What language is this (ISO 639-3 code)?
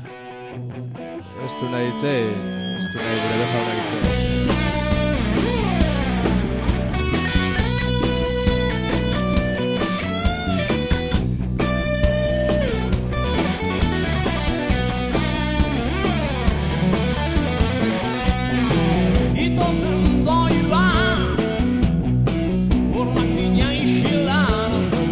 eus